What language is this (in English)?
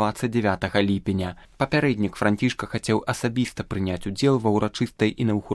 Belarusian